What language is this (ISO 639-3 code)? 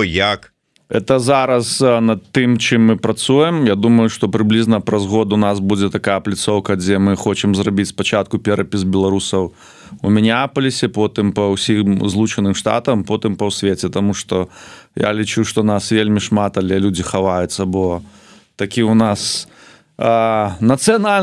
bel